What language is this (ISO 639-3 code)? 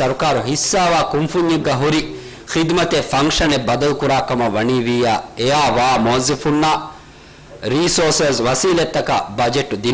div